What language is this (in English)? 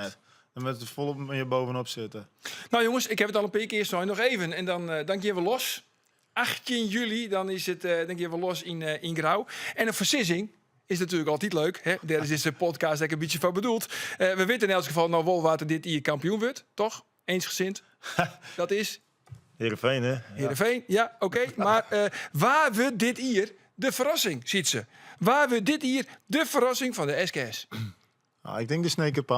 Western Frisian